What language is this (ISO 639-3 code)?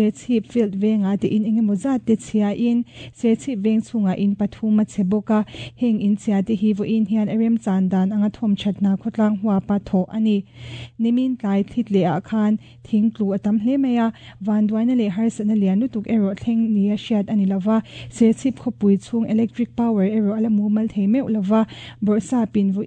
lus